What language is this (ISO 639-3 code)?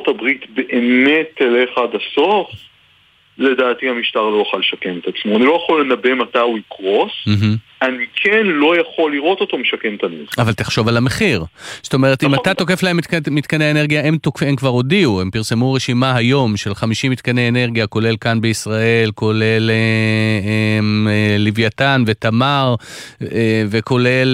heb